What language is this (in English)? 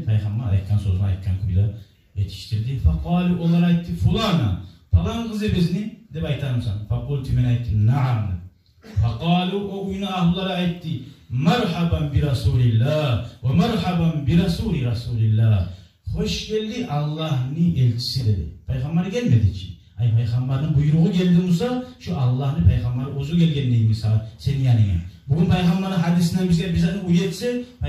Kumyk